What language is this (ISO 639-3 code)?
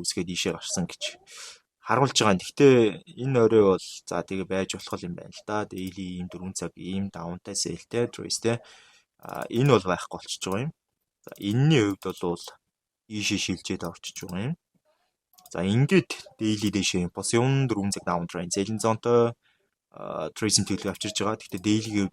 mon